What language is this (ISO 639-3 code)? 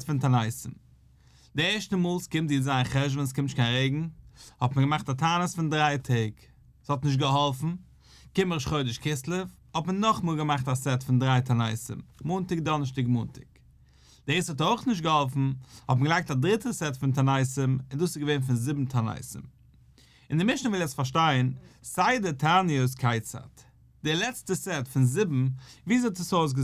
yid